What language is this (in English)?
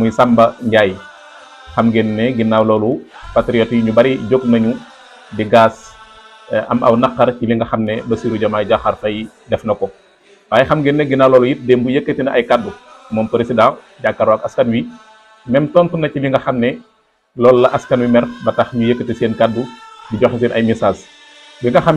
Wolof